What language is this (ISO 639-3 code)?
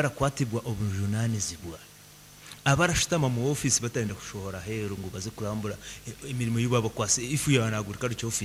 nyn